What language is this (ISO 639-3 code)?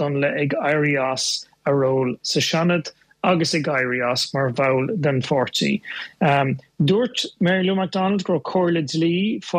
gle